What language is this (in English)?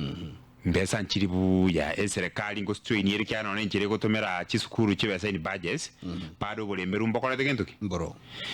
Gusii